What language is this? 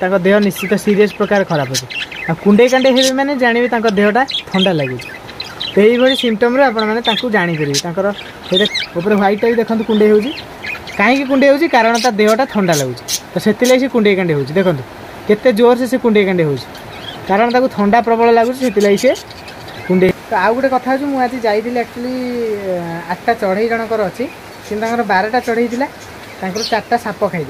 Odia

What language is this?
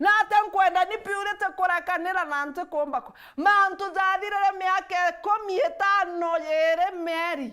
Meru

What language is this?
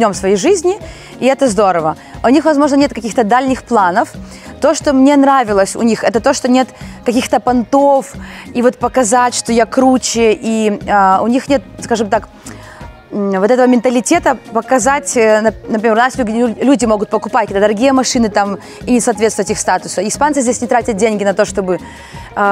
Russian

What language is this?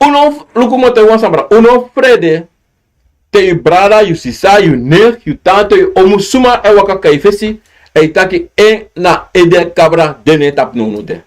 Sranan Tongo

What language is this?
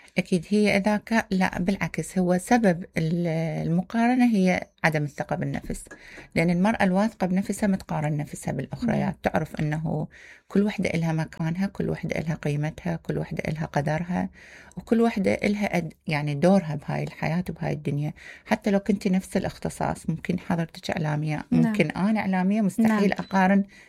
Mesopotamian Arabic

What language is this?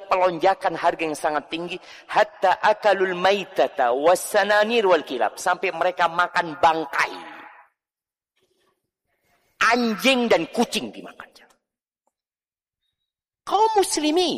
Indonesian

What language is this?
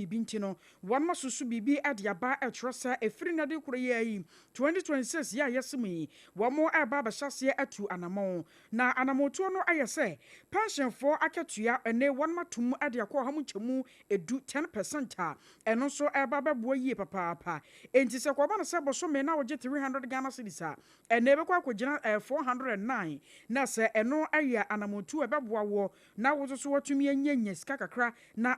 Akan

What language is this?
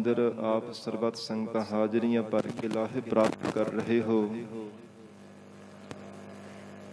Punjabi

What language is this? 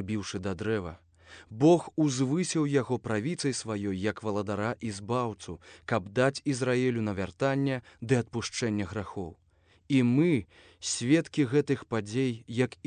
Belarusian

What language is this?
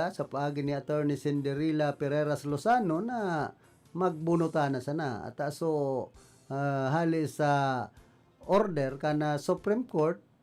Bikol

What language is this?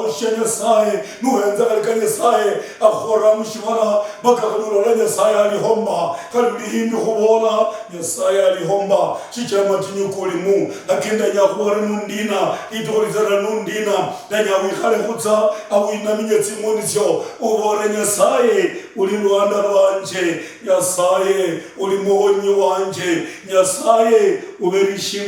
Luyia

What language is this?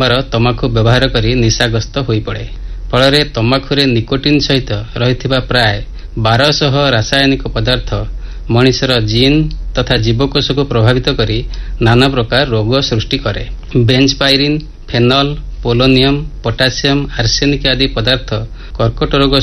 Odia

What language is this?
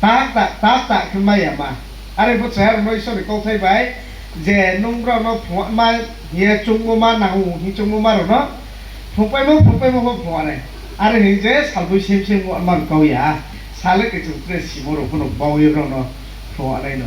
Riang (India)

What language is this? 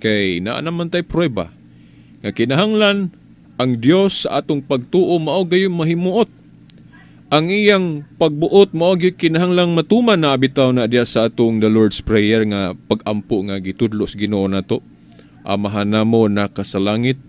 Cebuano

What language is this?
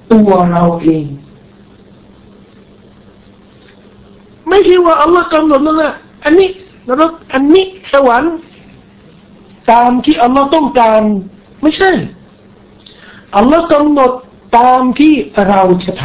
Thai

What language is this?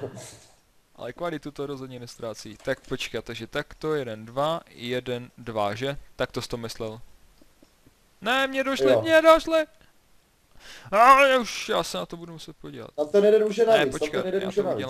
Czech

